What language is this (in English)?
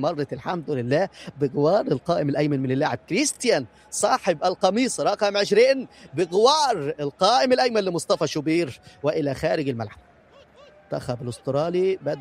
North Levantine Arabic